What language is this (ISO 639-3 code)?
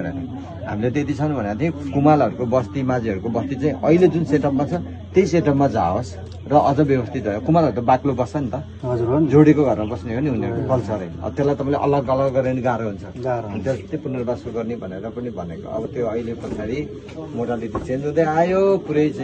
nep